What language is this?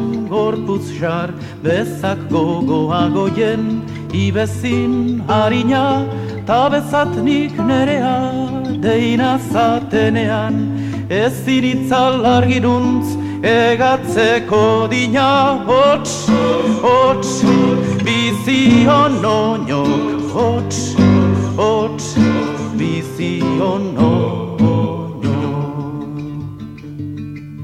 Basque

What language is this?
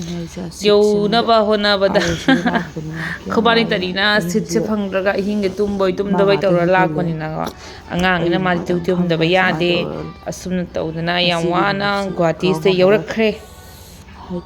Manipuri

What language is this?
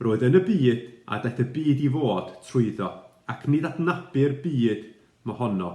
Welsh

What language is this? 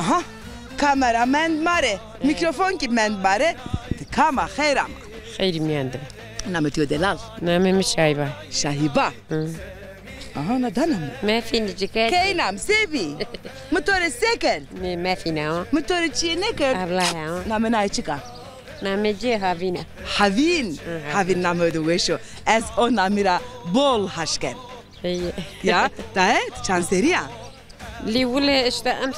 Zaza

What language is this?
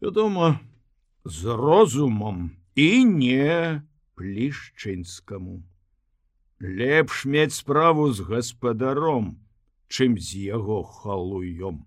Belarusian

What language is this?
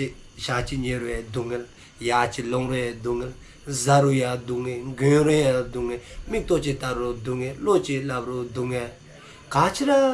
Dzongkha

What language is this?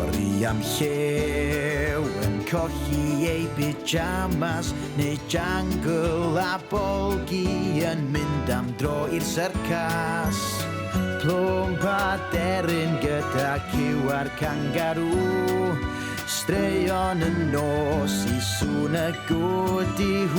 Welsh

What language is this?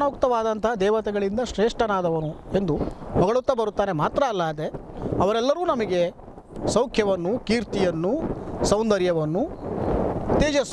Kannada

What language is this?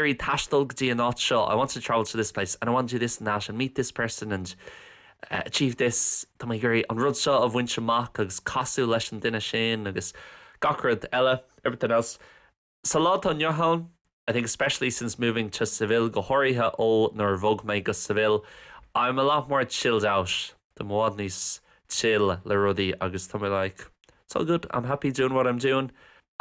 Irish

